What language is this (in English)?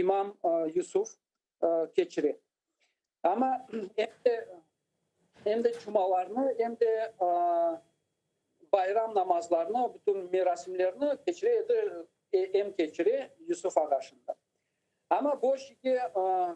Crimean Tatar